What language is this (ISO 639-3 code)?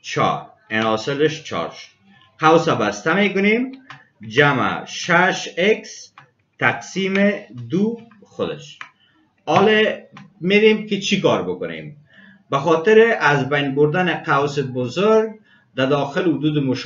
fas